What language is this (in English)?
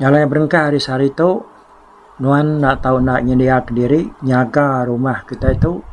Iban